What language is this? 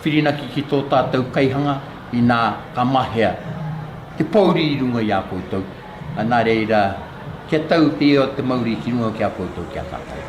Māori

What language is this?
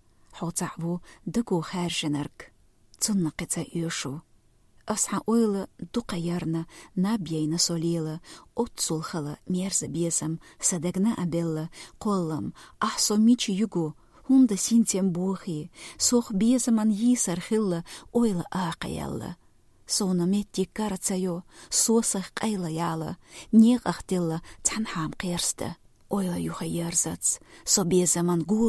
Chechen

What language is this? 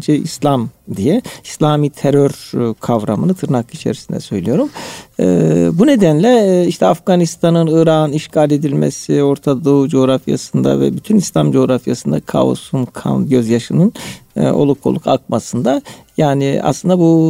Turkish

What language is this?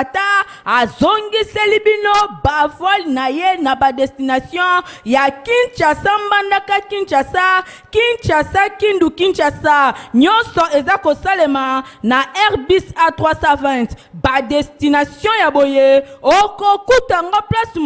Lingala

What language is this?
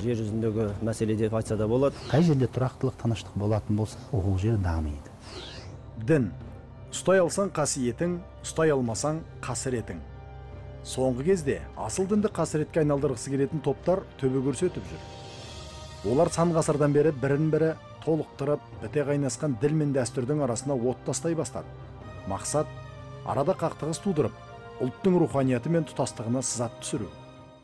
Kazakh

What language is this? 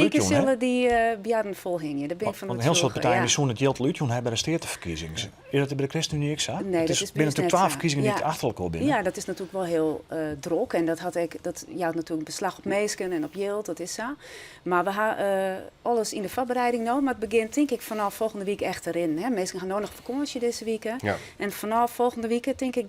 Western Frisian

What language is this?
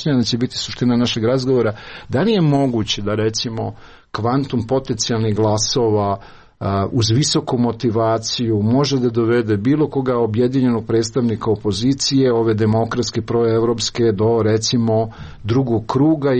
Serbian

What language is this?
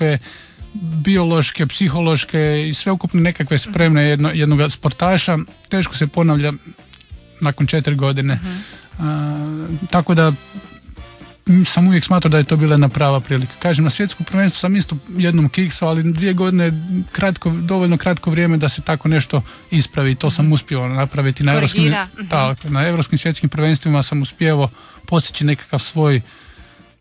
Croatian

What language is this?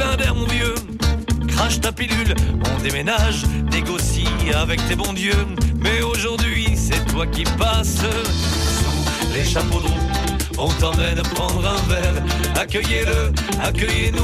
French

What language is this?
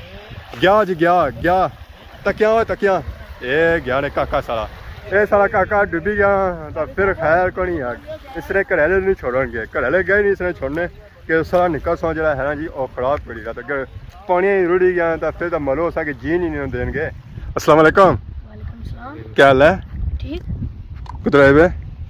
Pahari-Potwari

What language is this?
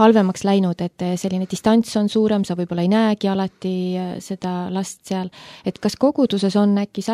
Estonian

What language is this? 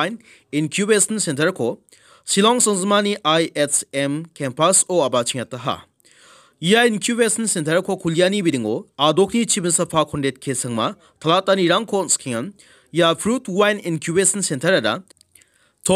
Garo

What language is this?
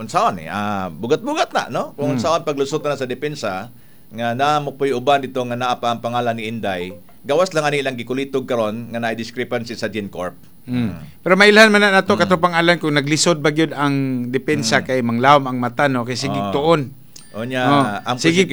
Cebuano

